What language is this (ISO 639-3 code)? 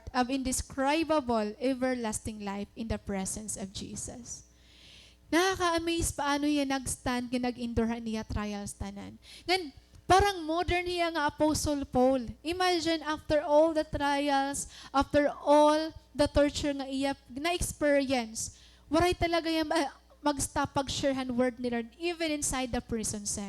war